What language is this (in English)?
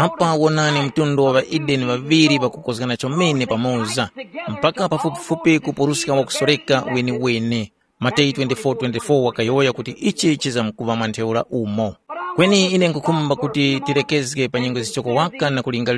Tumbuka